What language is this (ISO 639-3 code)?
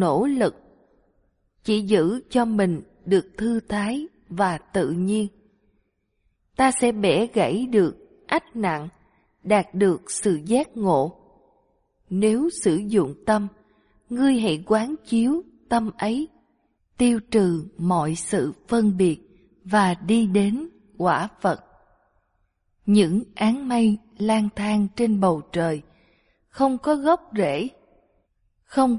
vie